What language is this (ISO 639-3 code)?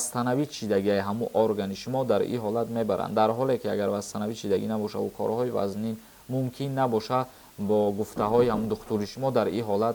tgk